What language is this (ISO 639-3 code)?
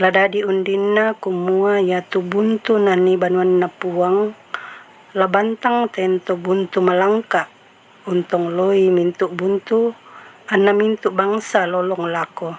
sda